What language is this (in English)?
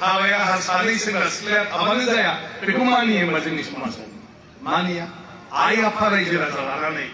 Bodo